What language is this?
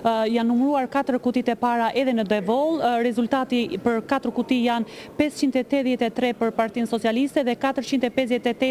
Albanian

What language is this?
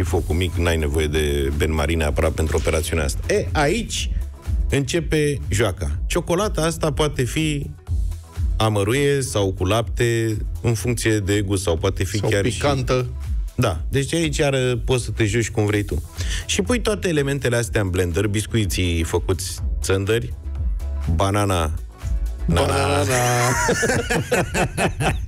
Romanian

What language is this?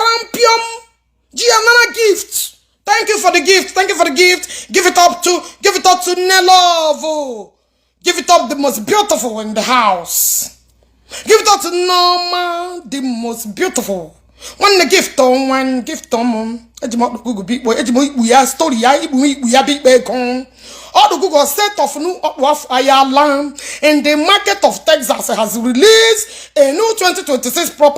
Igbo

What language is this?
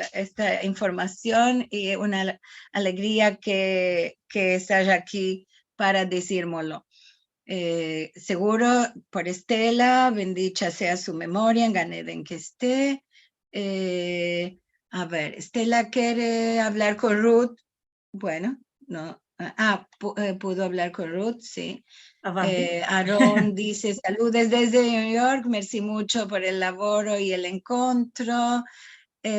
Ladino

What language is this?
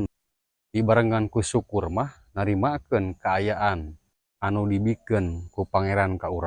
Sundanese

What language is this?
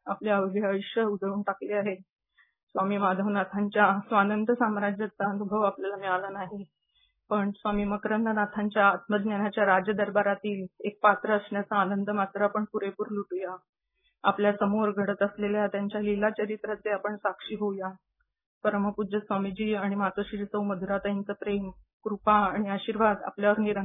Marathi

